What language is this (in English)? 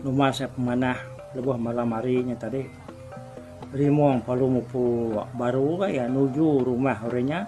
Iban